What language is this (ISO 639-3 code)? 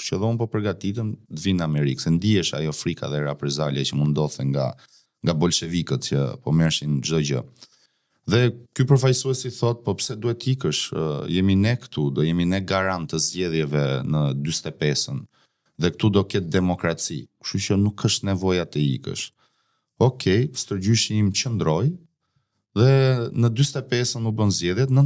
sqi